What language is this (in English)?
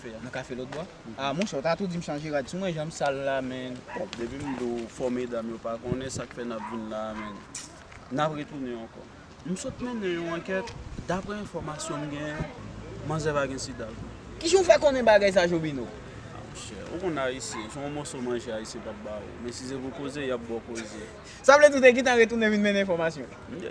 Haitian Creole